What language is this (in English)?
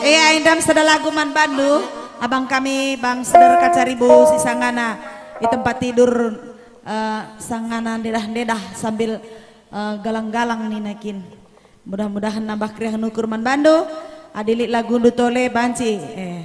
Batak Karo